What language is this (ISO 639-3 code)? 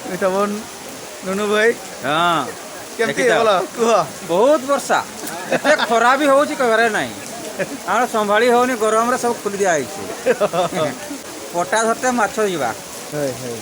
sat